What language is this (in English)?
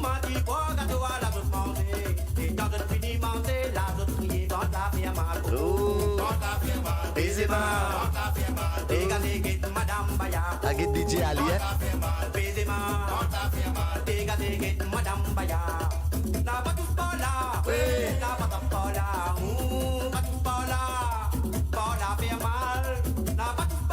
Morisyen